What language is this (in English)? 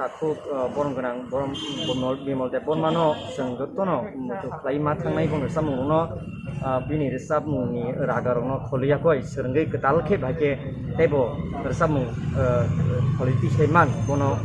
Kok Borok